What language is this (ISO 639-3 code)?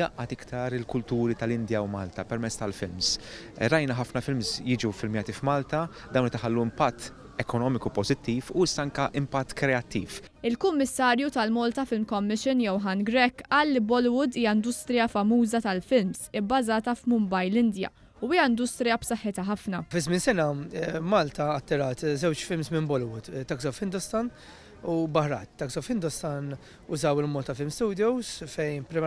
mlt